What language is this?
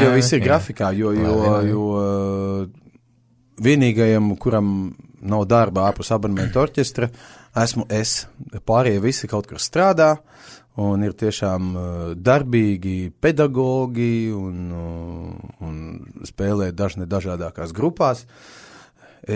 Latvian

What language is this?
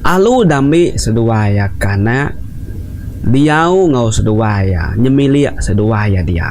Iban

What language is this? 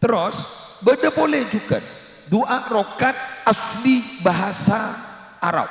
Madurese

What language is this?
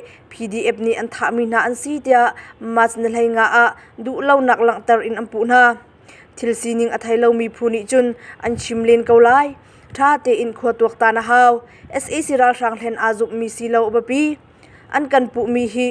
Hakha Chin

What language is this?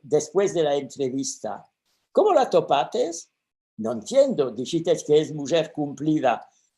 Ladino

